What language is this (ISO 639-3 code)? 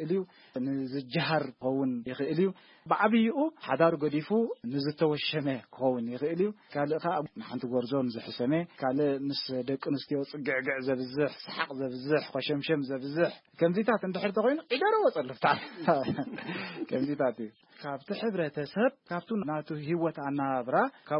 tir